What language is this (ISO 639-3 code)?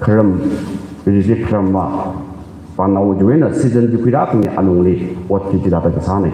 nmf